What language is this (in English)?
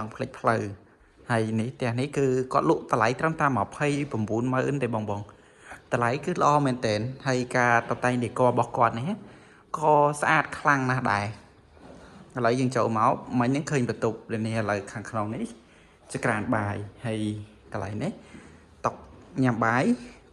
Khmer